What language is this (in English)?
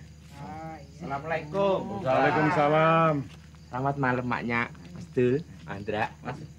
Betawi